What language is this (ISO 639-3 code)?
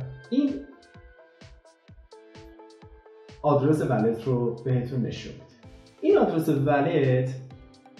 fas